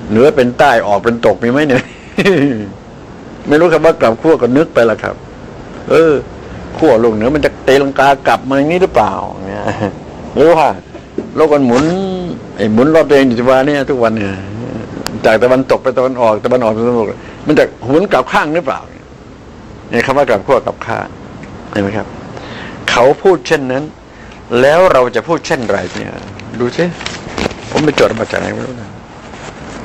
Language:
Thai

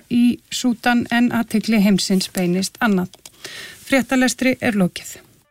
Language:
Icelandic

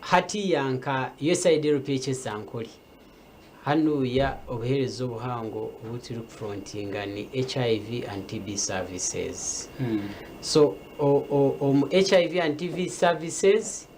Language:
Nyankole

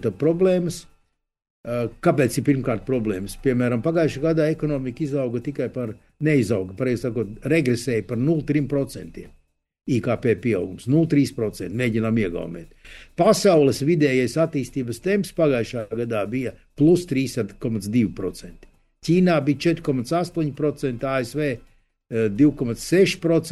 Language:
Latvian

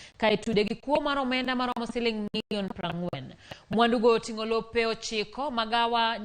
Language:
Luo (Kenya and Tanzania)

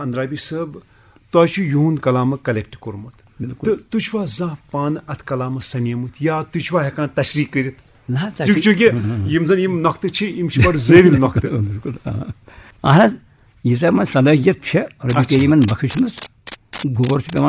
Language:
Kashmiri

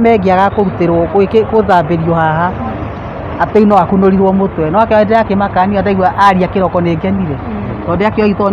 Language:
Kikuyu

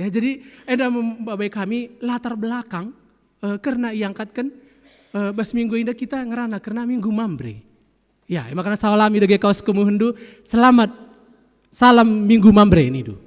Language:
Batak Karo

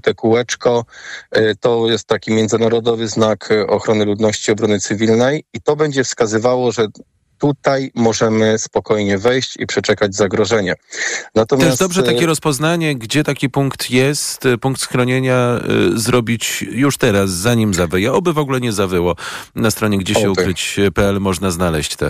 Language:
Polish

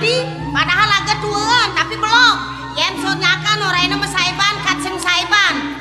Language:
Balinese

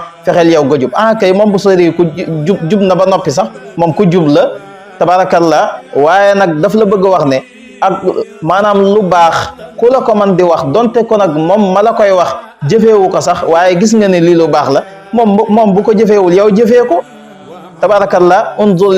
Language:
Wolof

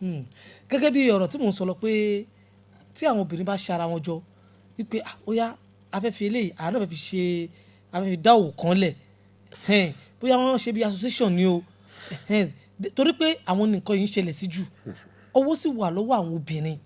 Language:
Yoruba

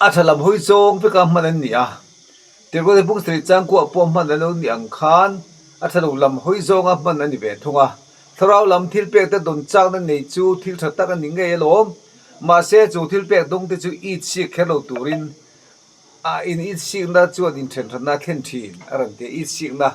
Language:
Mizo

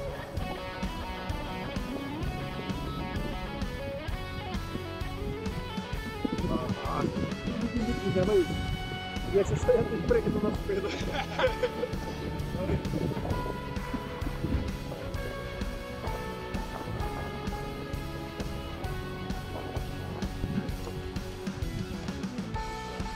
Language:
Ukrainian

